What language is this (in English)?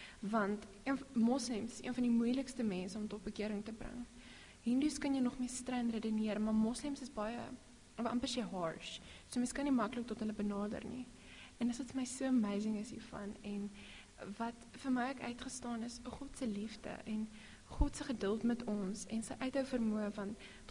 Afrikaans